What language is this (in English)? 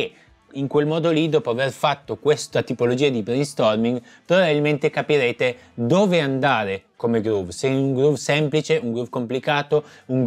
Italian